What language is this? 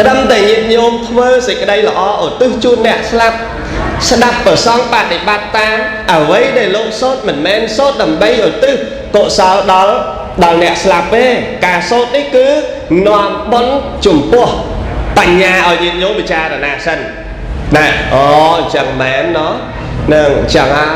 Khmer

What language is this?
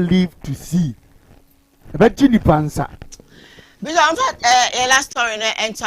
Akan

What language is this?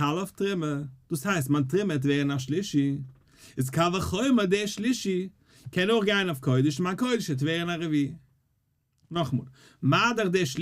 Yiddish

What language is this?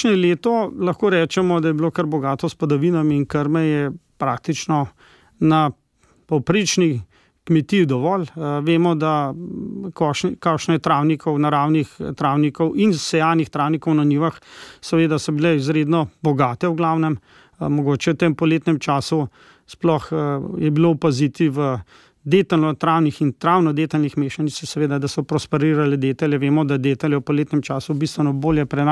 Slovenian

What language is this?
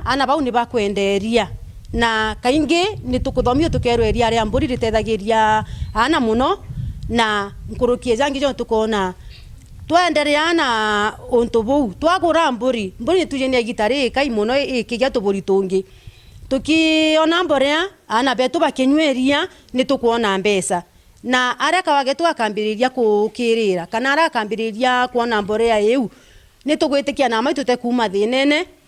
Meru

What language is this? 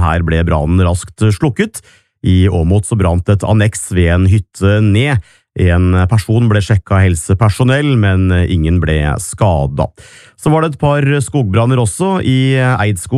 Norwegian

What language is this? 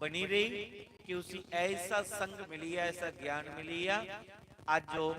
Dogri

